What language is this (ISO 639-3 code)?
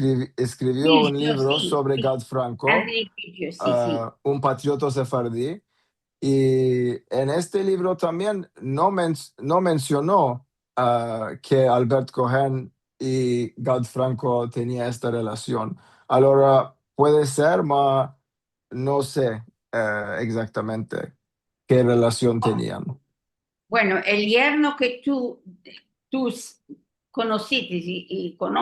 lad